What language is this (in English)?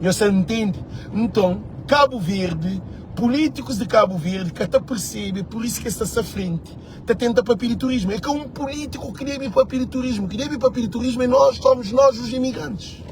Kabuverdianu